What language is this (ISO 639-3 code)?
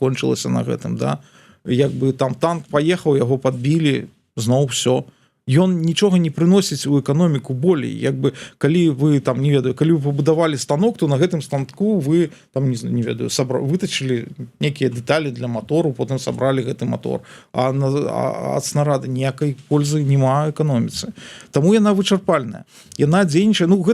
bel